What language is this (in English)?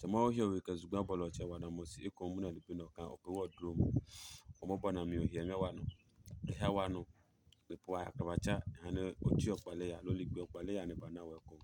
Adangme